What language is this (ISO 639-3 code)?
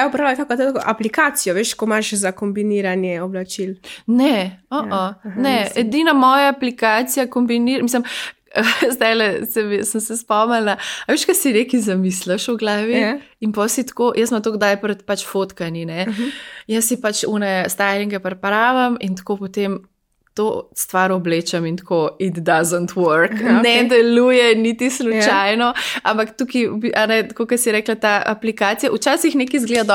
slv